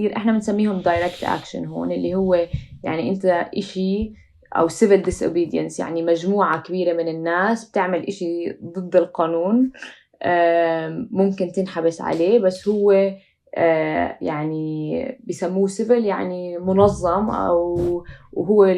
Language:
North Levantine Arabic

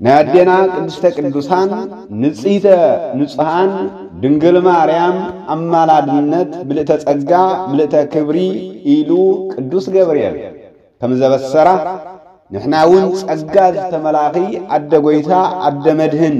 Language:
Tigrinya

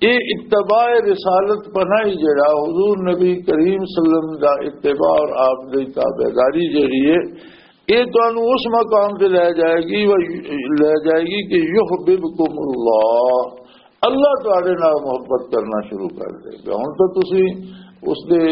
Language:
Western Panjabi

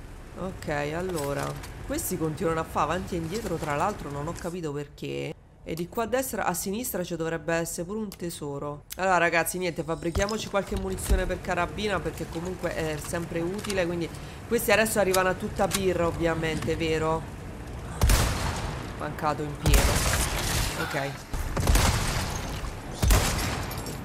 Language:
Italian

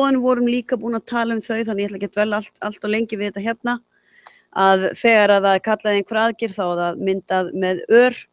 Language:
Icelandic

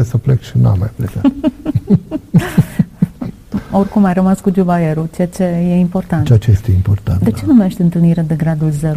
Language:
Romanian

